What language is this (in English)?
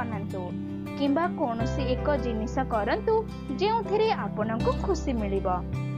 Odia